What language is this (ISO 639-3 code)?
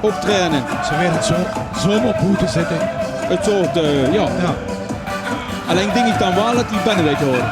lim